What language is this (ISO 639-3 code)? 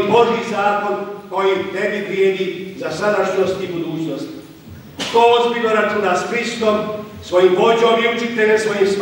hrv